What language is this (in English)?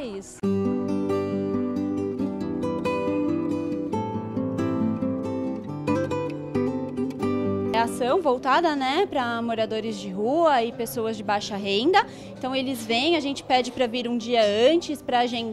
Portuguese